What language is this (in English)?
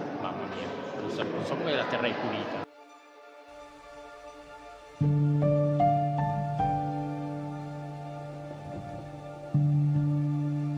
Italian